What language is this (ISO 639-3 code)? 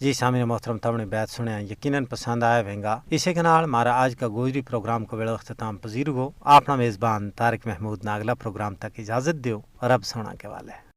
gju